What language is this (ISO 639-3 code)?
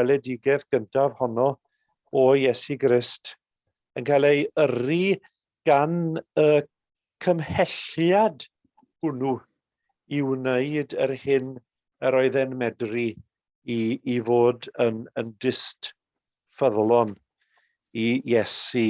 cym